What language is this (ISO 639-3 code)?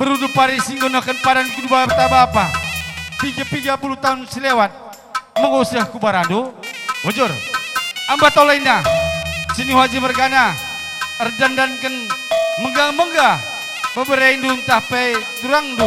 btx